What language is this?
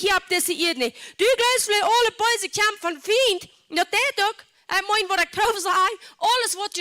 Plautdietsch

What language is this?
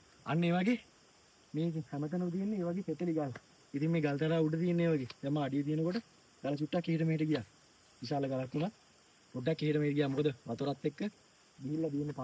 Sinhala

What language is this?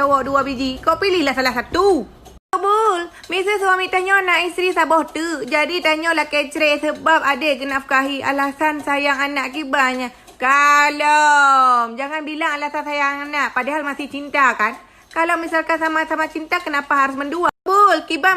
Achinese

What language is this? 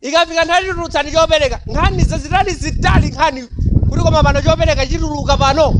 Nyanja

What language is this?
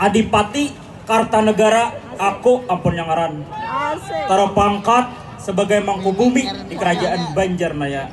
Banjar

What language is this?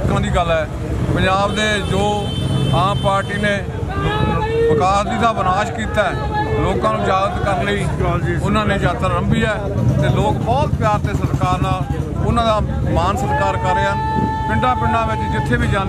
Punjabi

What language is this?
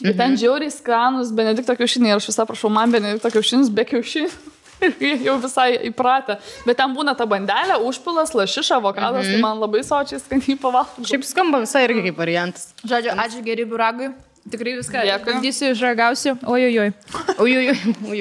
Lithuanian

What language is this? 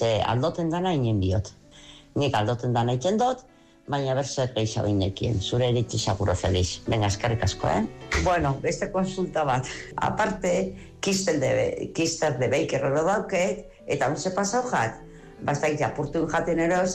Basque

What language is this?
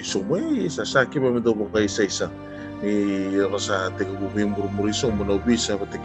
Fijian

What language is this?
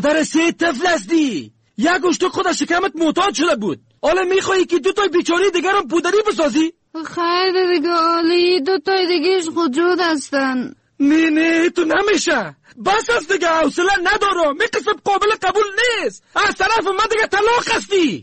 Persian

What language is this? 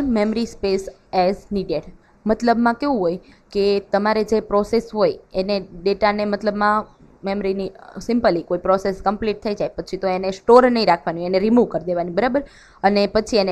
Gujarati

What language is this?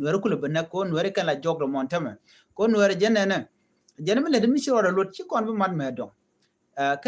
Nuer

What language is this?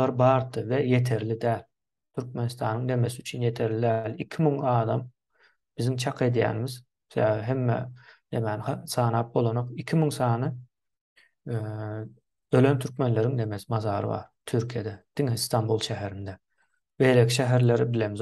Turkmen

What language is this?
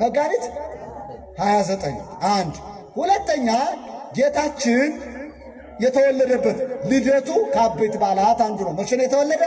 Amharic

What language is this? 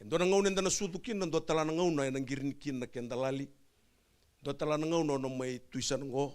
Fijian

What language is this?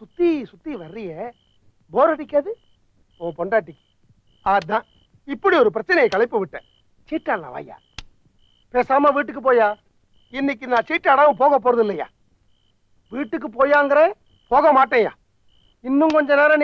Tamil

